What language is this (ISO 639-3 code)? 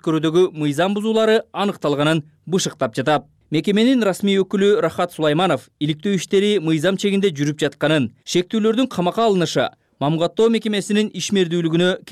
kir